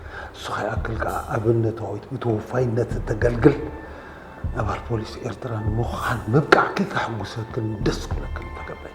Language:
Tigrinya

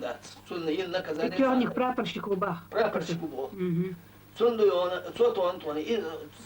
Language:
Chechen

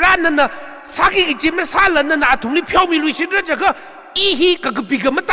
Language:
Tangkhul Naga (India)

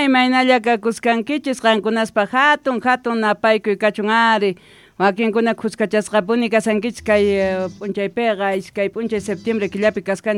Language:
Quechua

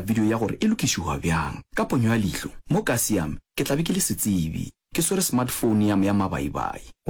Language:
Northern Sotho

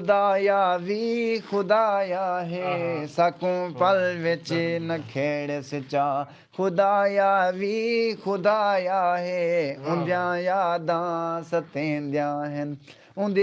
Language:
Saraiki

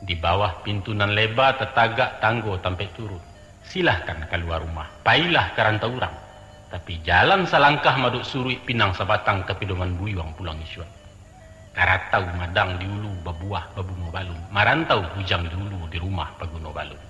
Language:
Minangkabau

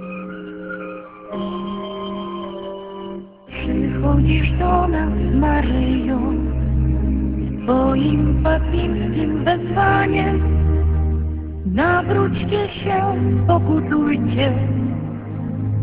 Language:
Polish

